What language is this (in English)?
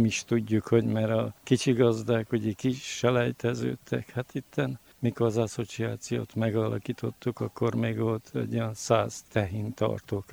Hungarian